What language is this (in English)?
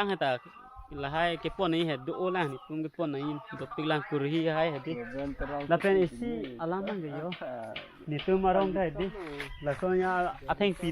Karbi